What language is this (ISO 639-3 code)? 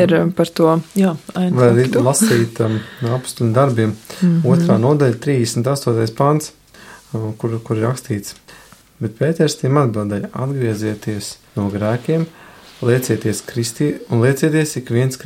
lav